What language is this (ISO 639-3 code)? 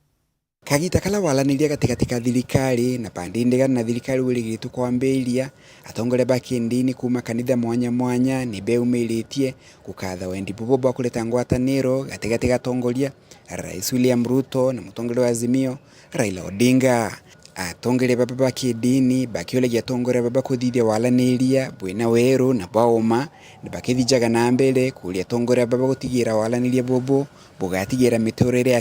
mer